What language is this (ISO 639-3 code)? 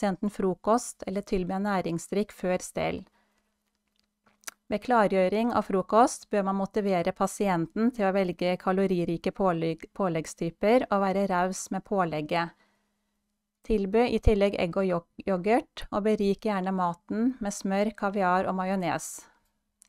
nor